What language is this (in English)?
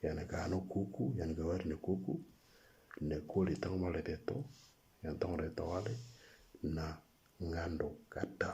Moro